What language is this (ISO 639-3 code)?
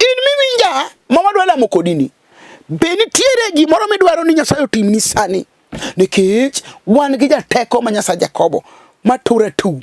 luo